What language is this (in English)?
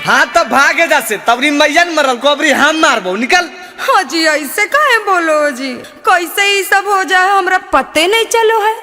Magahi